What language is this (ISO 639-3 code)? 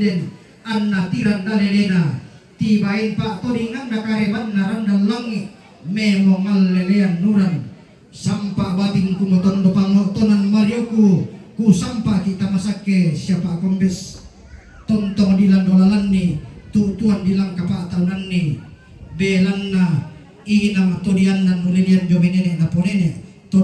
sda